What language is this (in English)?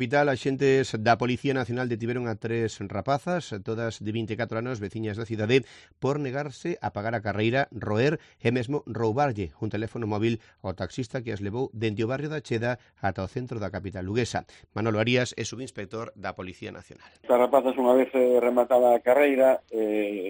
Galician